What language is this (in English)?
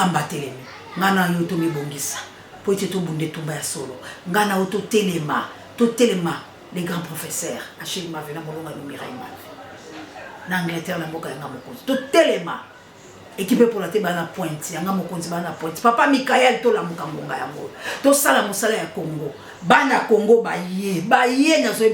Lingala